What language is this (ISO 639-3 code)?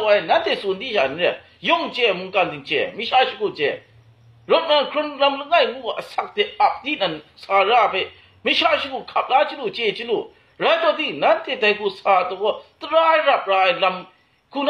kac